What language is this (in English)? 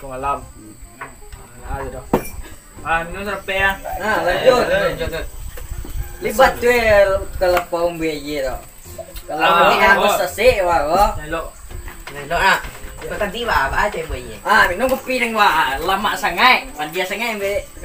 Minangkabau